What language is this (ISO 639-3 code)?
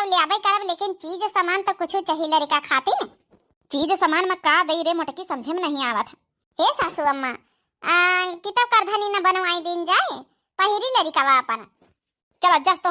awa